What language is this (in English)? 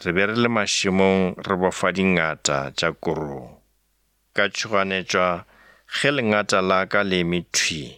Northern Sotho